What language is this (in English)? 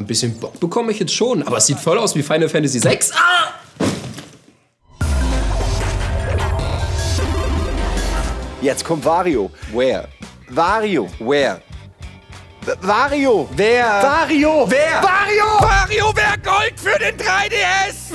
German